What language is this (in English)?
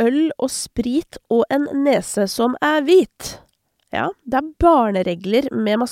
Norwegian